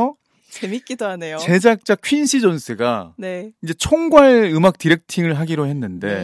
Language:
Korean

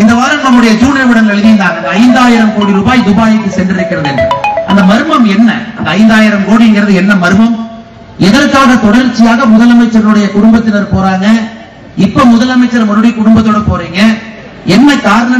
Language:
Tamil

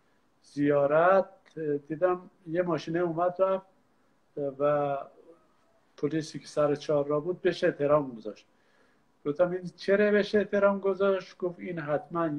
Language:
Persian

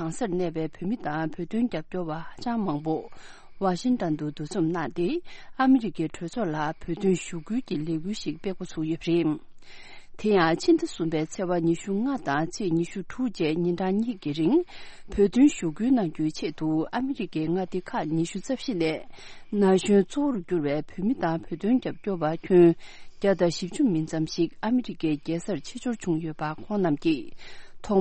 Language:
Tibetan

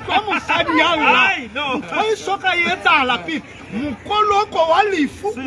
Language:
Southern Sotho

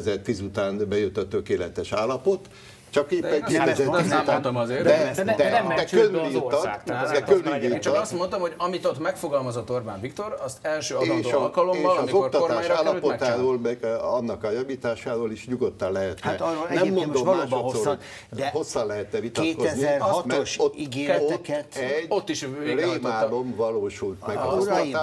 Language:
Hungarian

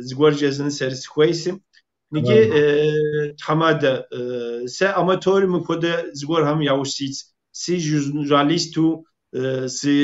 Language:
Kabardian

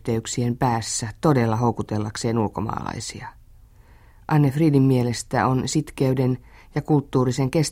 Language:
Finnish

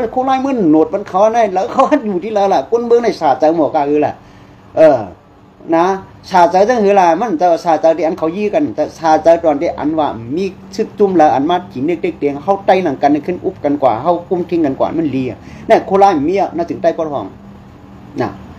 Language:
Shan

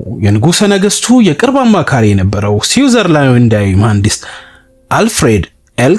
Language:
Amharic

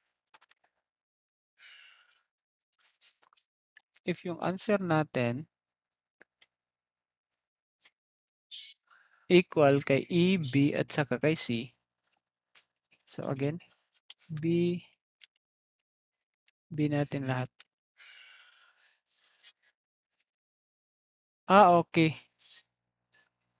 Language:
Filipino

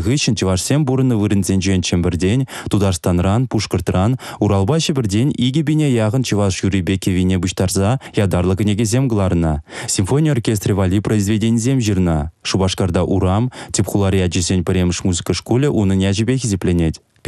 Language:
Chuvash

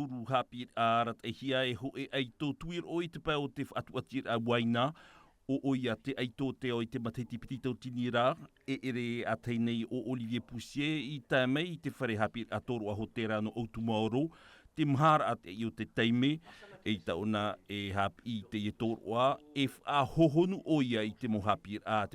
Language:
Tahitian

